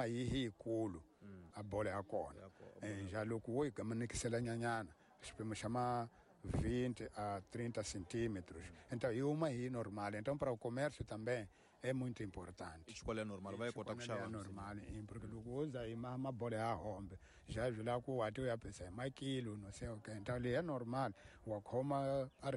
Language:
Tsonga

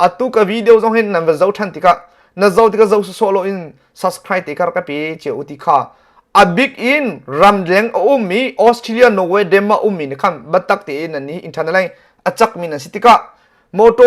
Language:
Hakha Chin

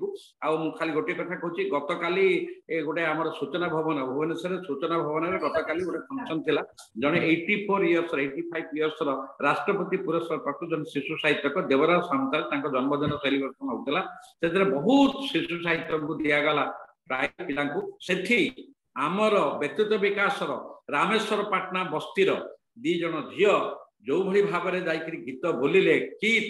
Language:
Odia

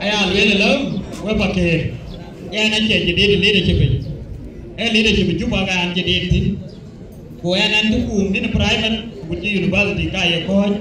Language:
Dinka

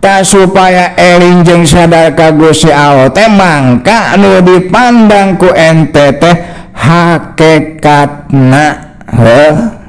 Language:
Sundanese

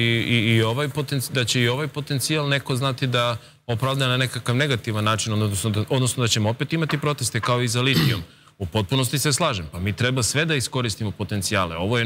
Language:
Serbian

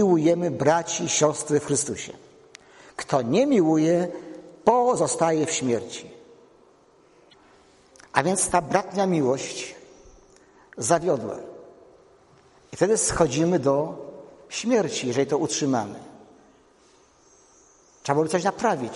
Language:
Polish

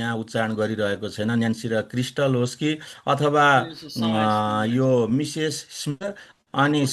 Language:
Nepali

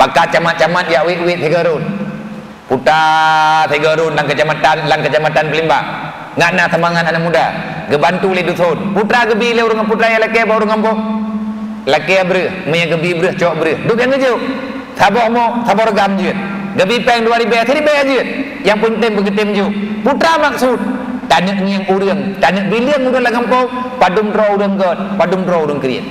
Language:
Achinese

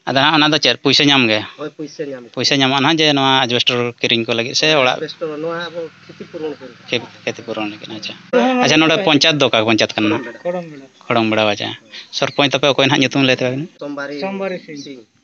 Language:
Santali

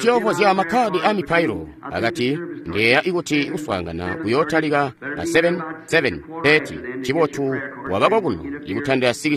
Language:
Tonga (Zambia)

